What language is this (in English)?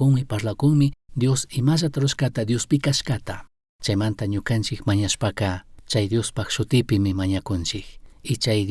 Chimborazo Highland Quichua